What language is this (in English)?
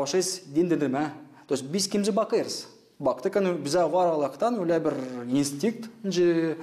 Gagauz